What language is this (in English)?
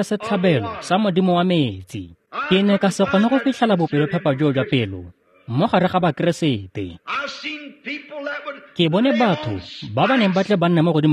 Tswana